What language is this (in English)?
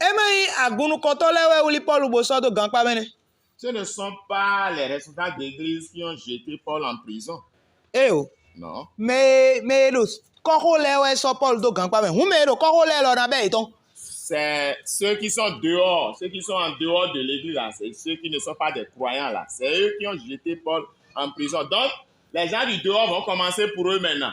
Fon